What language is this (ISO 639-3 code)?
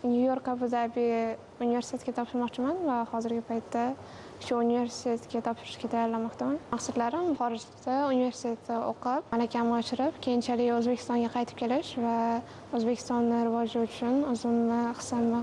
uzb